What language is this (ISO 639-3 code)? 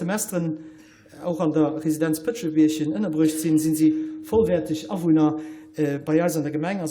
ltz